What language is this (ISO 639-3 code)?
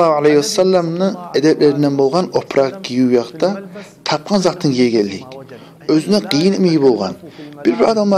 kum